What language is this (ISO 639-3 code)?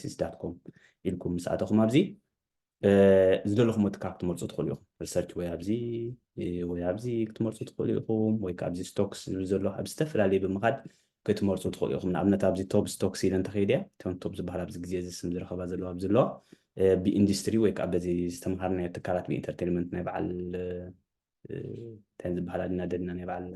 tir